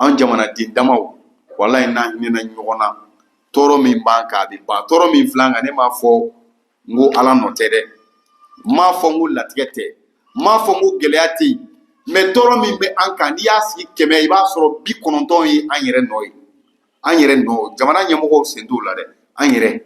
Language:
Bambara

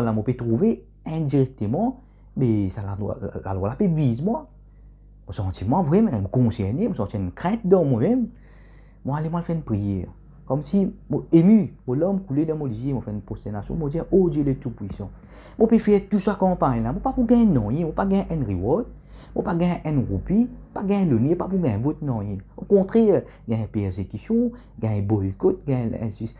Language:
Morisyen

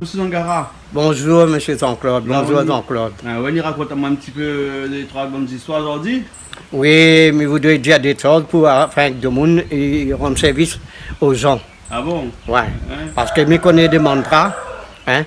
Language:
Réunion Creole French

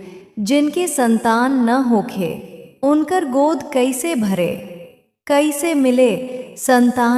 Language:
Bhojpuri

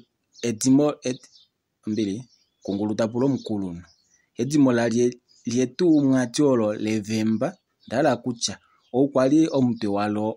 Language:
Kuanyama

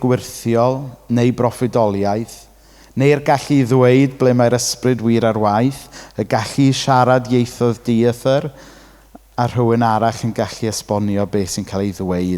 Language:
Welsh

